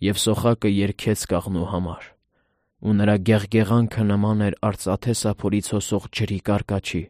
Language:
Armenian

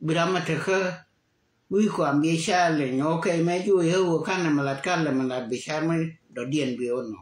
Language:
Nuer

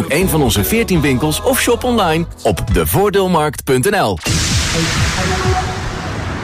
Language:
Dutch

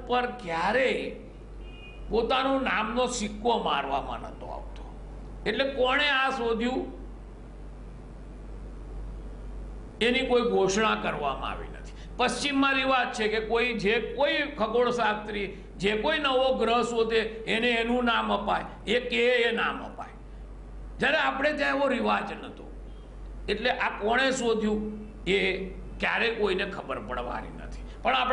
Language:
Gujarati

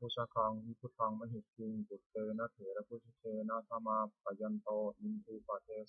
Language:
Pali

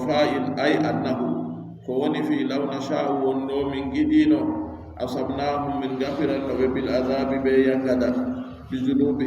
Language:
Adamawa Fulfulde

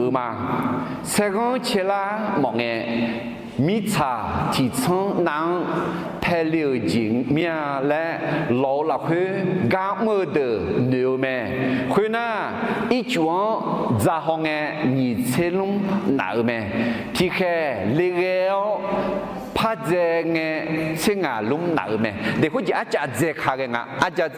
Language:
Akha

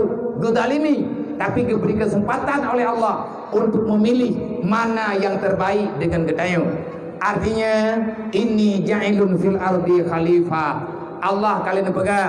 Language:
Achinese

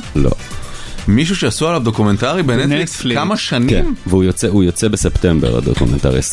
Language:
Hebrew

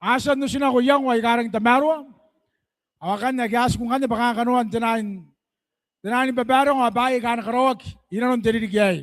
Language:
Gilbertese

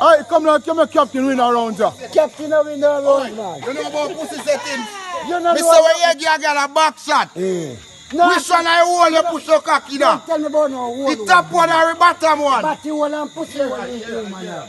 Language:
Jamaican Creole English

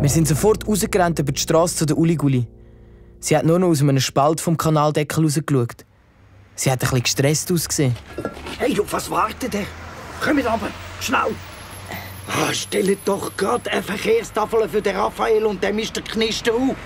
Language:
Swiss German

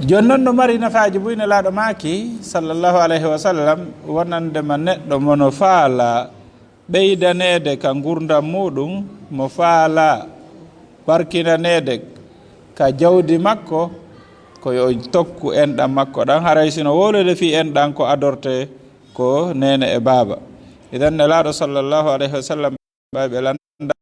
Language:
Fula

